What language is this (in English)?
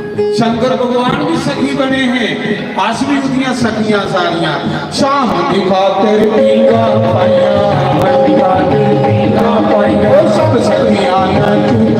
Dogri